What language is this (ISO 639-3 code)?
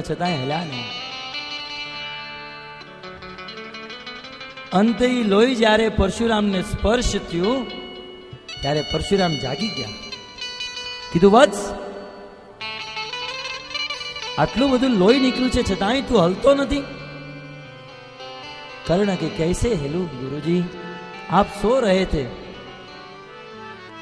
guj